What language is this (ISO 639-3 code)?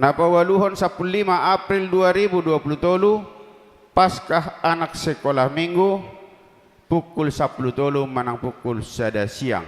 bbc